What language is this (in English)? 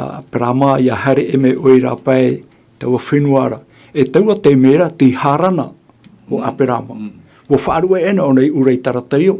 Tahitian